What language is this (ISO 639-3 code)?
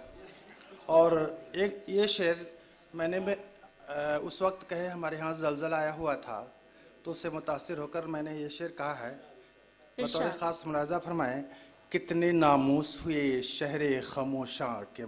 urd